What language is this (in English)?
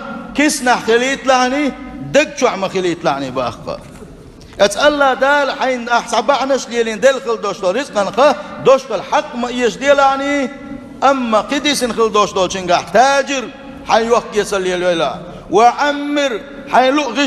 Chechen